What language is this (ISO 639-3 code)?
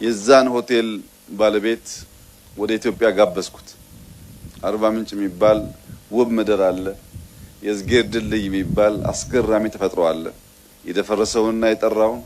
amh